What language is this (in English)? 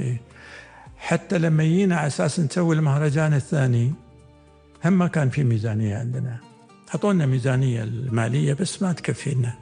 Gulf Arabic